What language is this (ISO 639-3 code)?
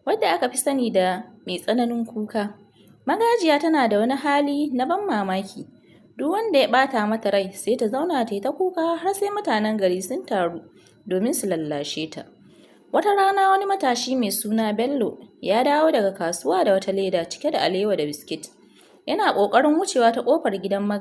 hau